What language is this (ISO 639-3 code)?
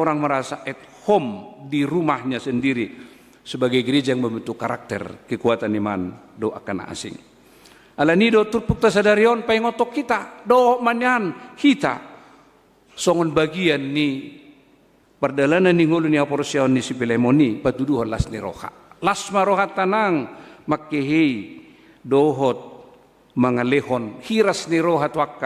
bbc